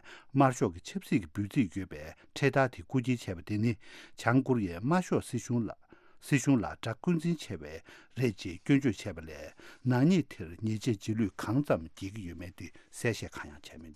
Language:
Tibetan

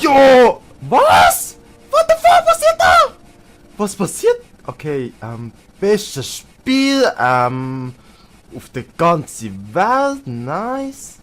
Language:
Swiss German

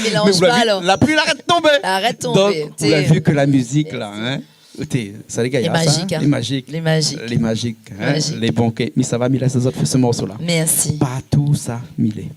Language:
Réunion Creole French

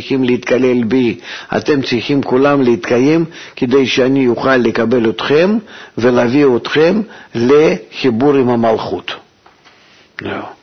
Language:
Hebrew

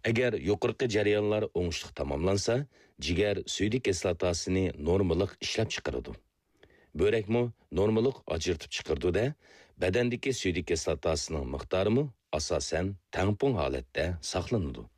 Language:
Uyghur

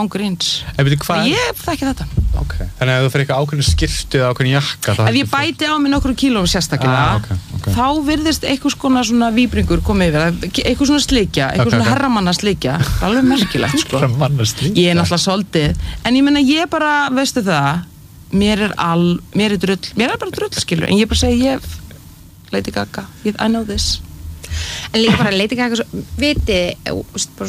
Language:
Icelandic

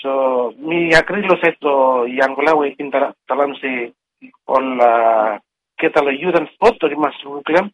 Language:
Bislama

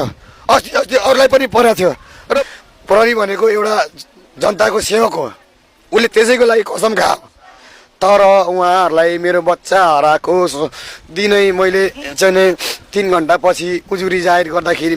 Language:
Nepali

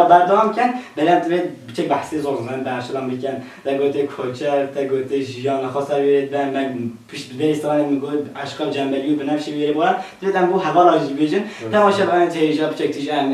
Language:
Kurdish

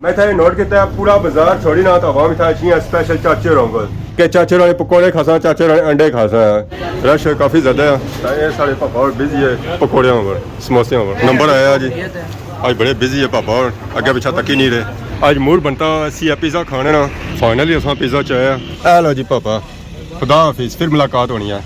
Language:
Pahari-Potwari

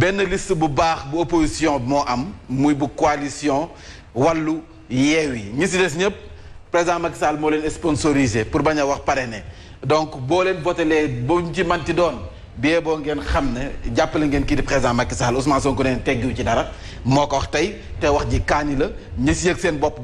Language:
Wolof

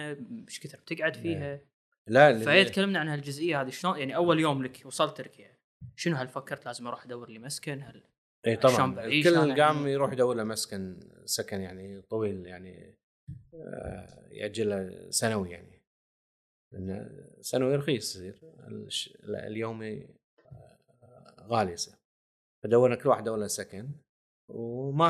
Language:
Gulf Arabic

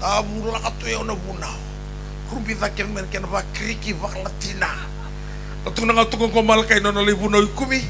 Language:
Fijian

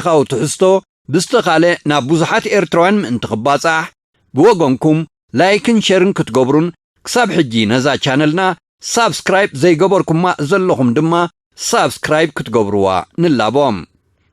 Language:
Tigrinya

